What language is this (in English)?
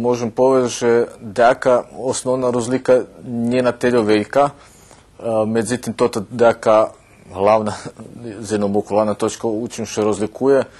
Rusyn